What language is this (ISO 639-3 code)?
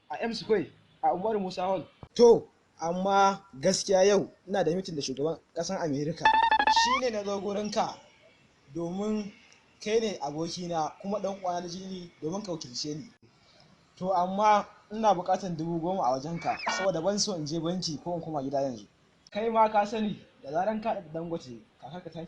hau